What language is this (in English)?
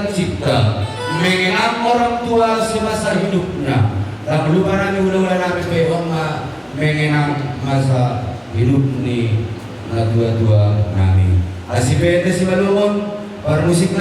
Batak Simalungun